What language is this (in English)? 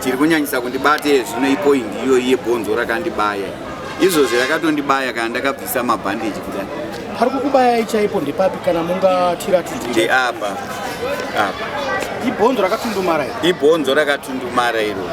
Shona